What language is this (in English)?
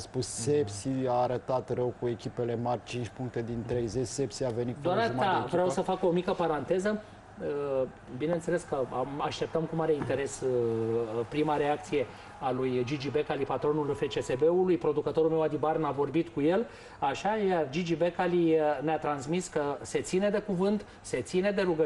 Romanian